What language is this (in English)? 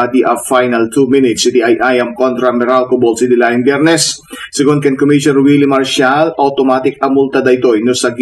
Iloko